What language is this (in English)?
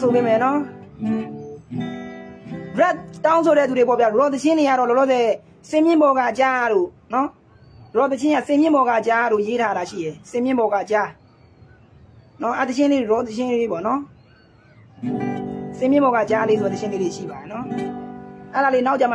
Burmese